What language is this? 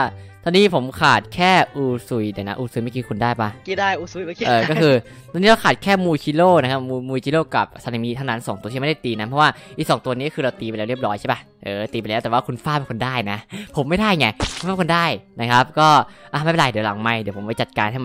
Thai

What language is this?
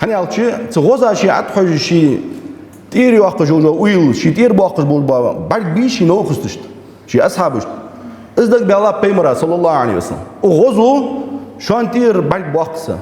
Ingush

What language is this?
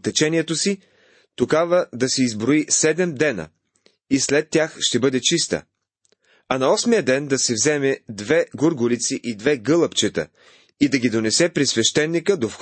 Bulgarian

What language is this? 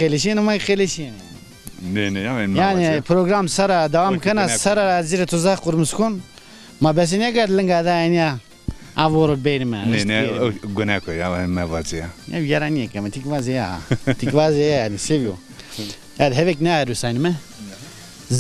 Zaza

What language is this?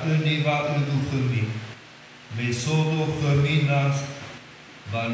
Nias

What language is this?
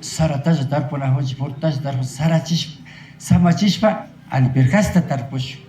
Imbabura Highland Quichua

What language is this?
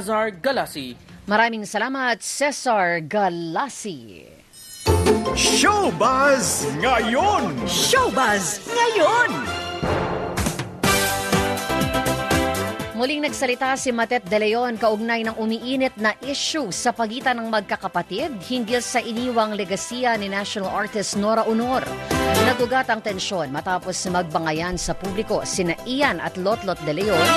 Filipino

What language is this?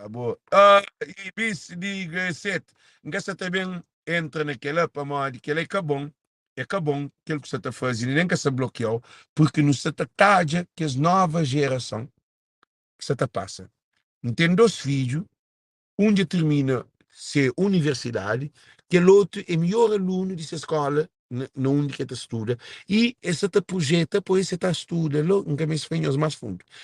Kabuverdianu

